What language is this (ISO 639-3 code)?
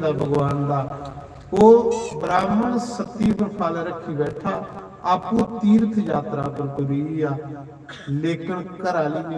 doi